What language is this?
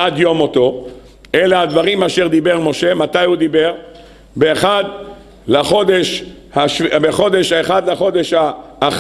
Hebrew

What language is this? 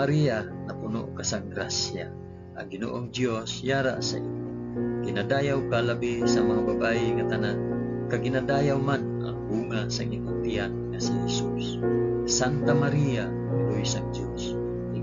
Hiligaynon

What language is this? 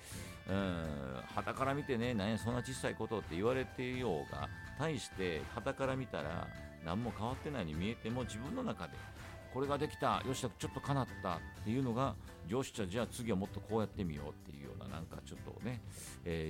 Japanese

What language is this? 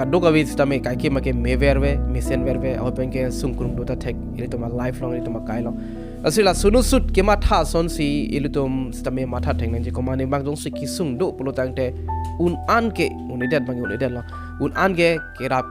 Karbi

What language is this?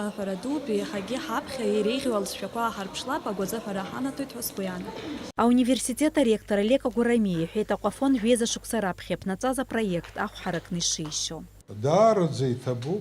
Abkhazian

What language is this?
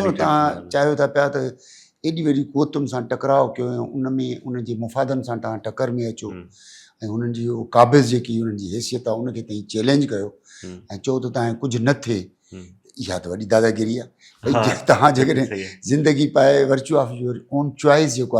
Sindhi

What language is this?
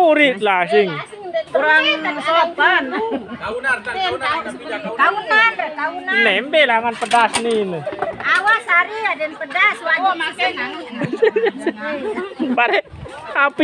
Sasak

